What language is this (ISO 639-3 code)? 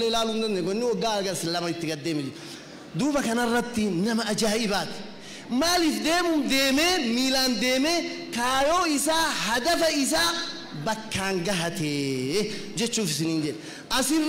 orm